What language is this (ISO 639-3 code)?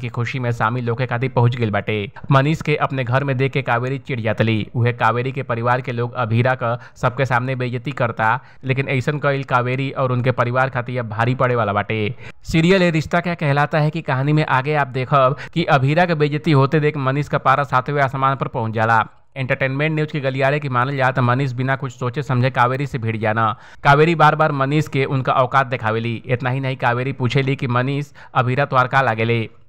bho